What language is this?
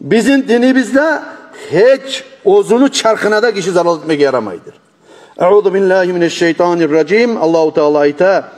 Kumyk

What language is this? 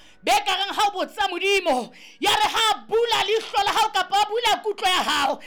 Southern Sotho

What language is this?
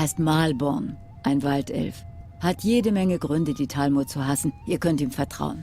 Swiss German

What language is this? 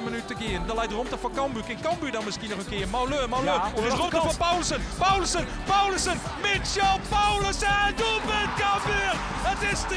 Western Frisian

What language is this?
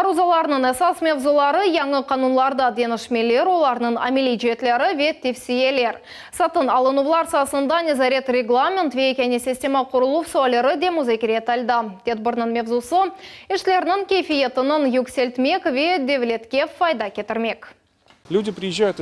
Crimean Tatar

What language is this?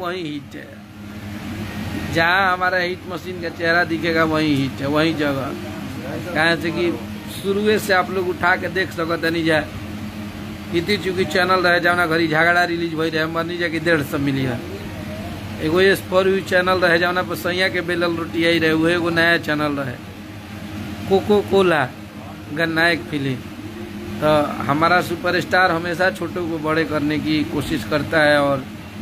Bhojpuri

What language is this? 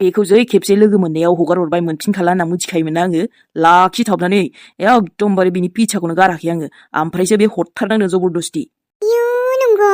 Bodo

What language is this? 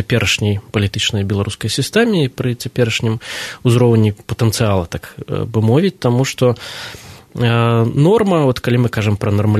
Belarusian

